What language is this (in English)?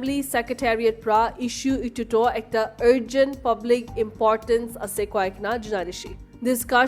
Naga Pidgin